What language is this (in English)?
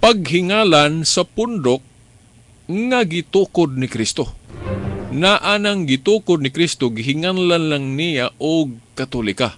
Cebuano